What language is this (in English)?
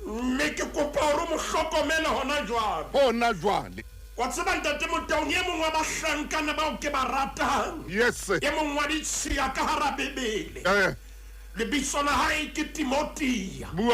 Southern Sotho